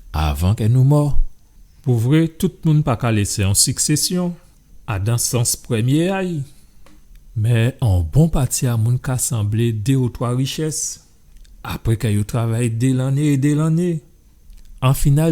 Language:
Guadeloupean Creole French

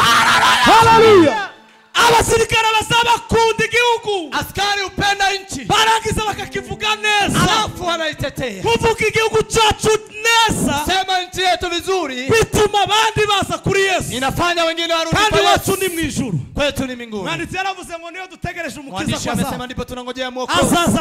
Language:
Kinyarwanda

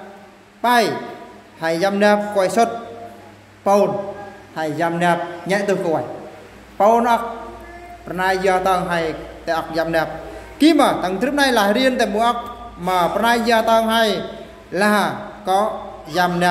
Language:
Eastern Bru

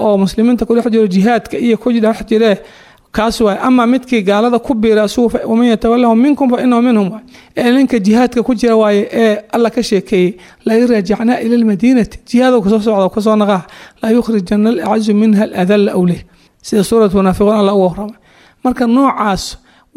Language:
Somali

